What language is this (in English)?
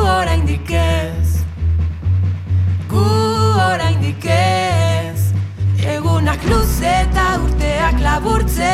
Basque